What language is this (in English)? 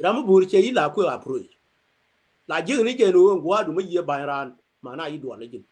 Nuer